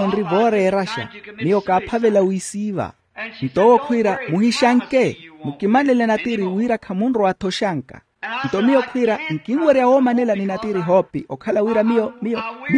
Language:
Makhuwa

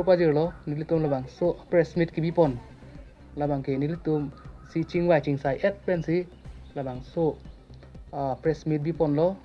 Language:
Karbi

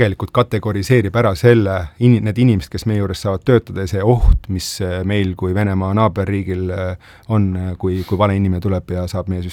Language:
Estonian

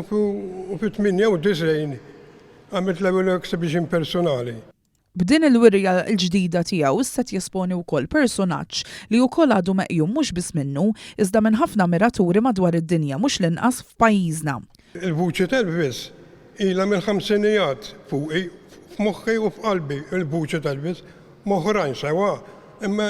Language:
Maltese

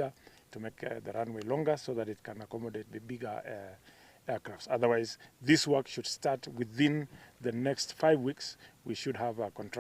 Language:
Gusii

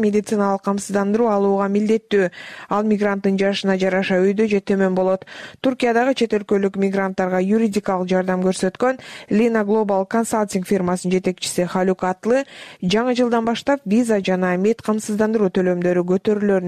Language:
Kyrgyz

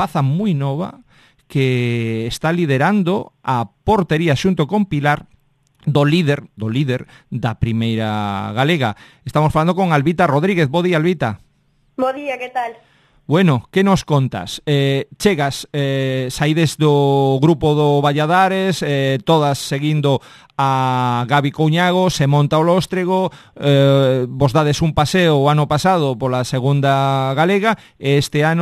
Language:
Galician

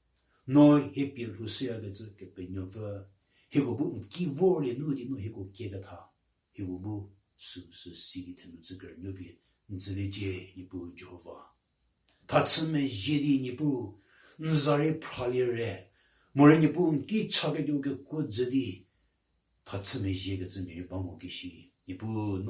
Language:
Angami Naga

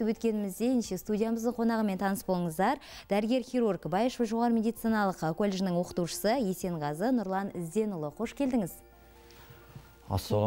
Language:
Kazakh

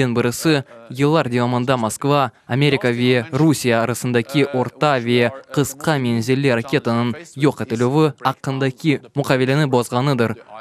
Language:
Crimean Tatar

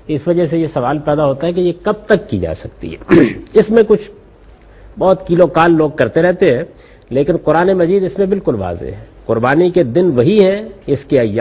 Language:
Urdu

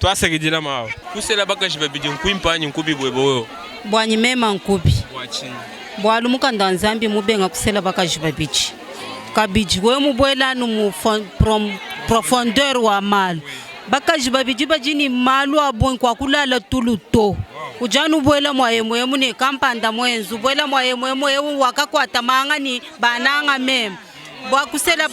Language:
Luba-Lulua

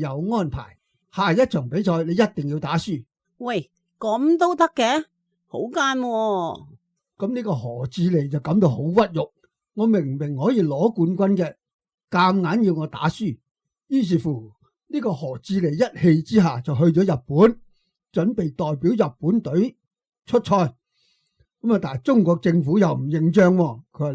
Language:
Cantonese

